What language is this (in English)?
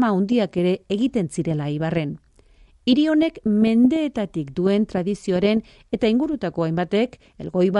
Basque